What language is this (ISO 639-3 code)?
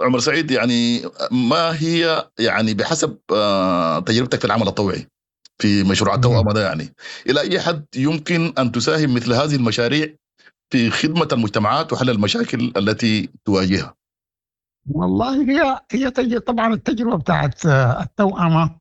apd